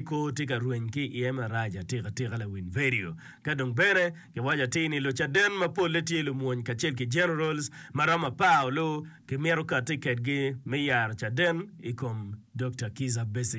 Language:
Acoli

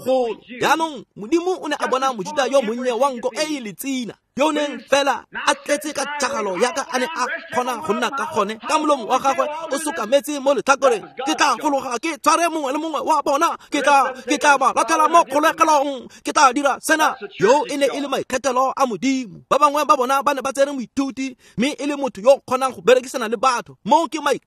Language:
Tswana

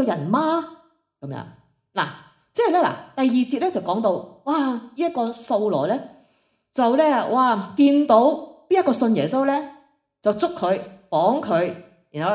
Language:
Cantonese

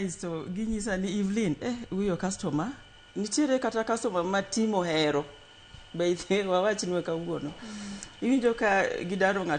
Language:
Luo (Kenya and Tanzania)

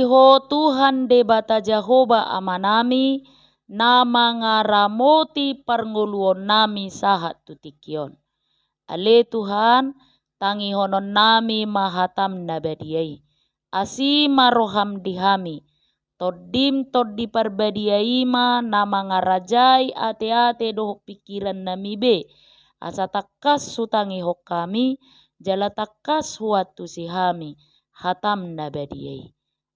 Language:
Batak Toba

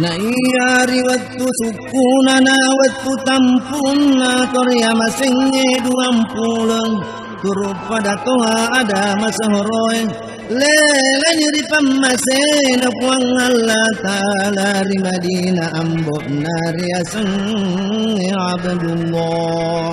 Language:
Buginese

